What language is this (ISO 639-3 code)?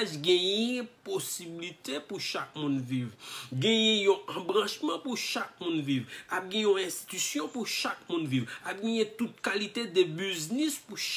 hat